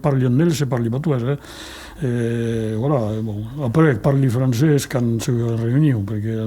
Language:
Occitan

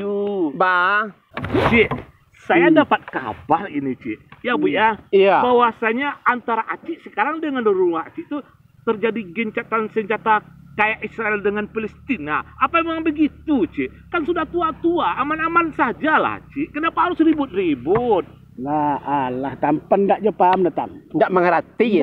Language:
Minangkabau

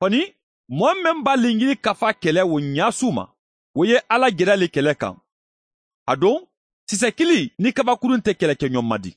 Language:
Bambara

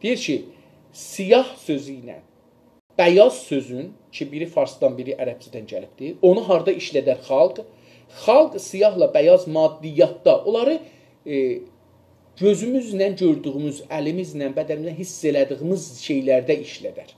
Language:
South Azerbaijani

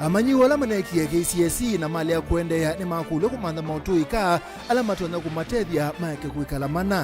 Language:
Kamba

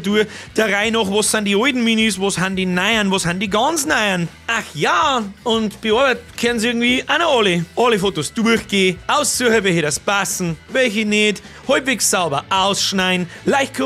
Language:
Bavarian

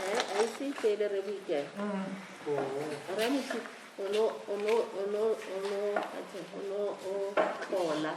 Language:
Tswana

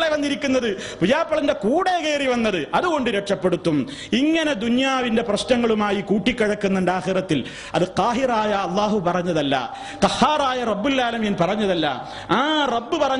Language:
Malayalam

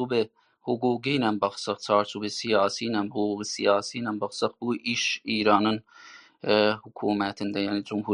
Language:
South Azerbaijani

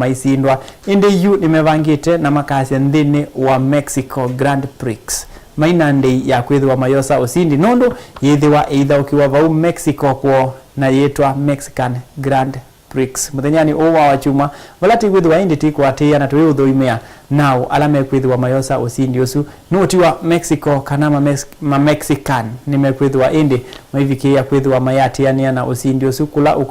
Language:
Kamba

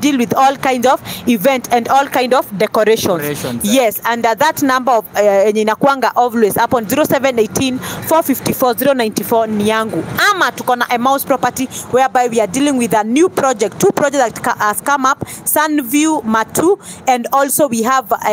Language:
Swahili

